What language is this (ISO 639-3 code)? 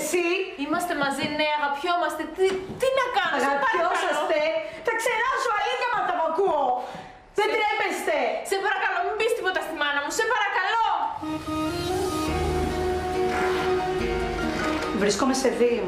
ell